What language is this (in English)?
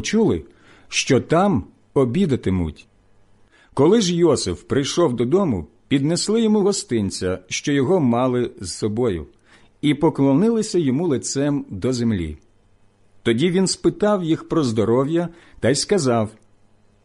Ukrainian